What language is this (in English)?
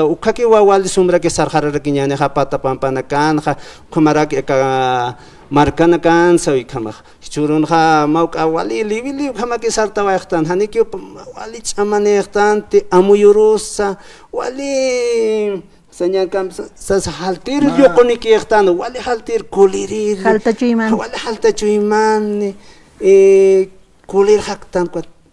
Aymara